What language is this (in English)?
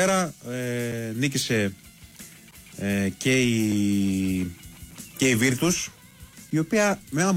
Greek